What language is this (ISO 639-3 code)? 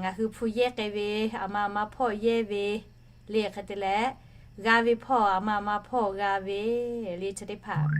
lhu